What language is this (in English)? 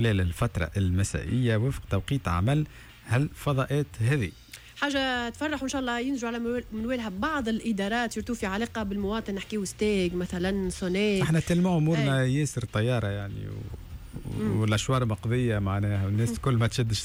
Tunisian Arabic